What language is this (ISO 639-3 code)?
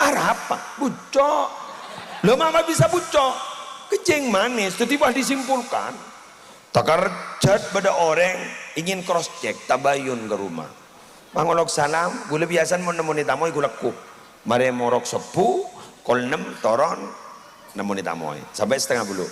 mad